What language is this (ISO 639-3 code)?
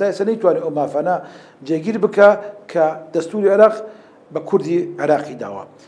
ckb